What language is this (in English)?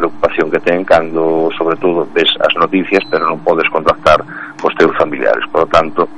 Galician